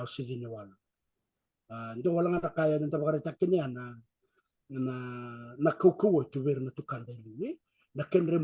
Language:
Fijian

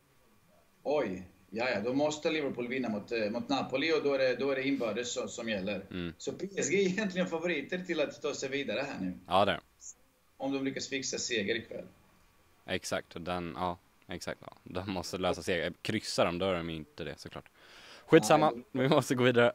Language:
Swedish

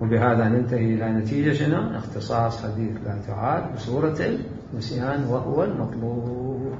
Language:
Mesopotamian Arabic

